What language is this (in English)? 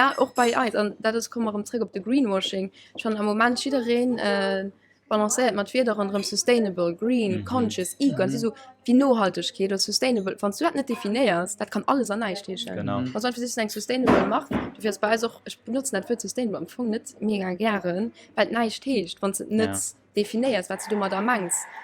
Luxembourgish